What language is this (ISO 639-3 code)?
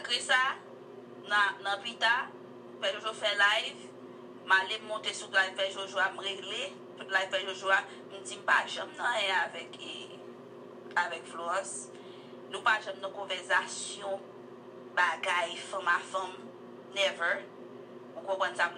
hat